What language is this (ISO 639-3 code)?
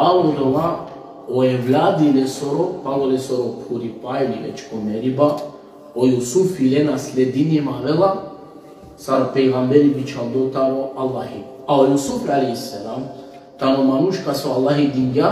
rmn